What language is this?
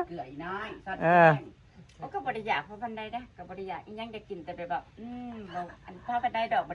Northeastern Thai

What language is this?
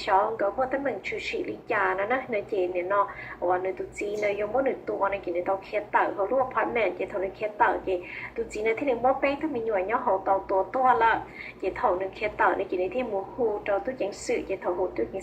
Hmong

